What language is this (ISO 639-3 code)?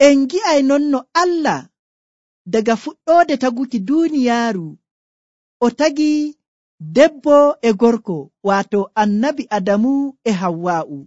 fuv